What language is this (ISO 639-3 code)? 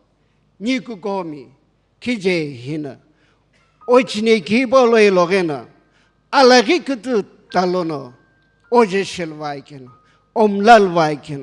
nsm